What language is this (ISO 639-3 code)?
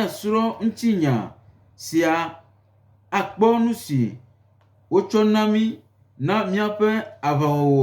gej